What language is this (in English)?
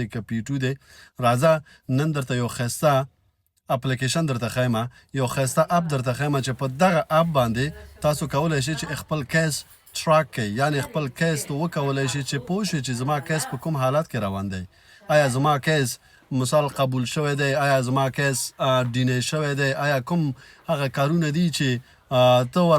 Pashto